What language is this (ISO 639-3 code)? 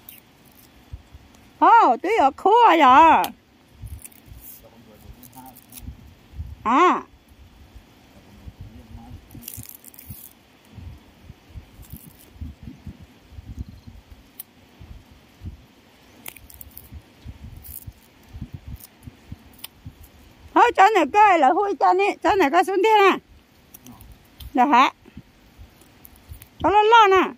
vie